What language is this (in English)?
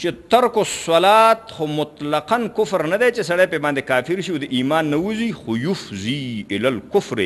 Pashto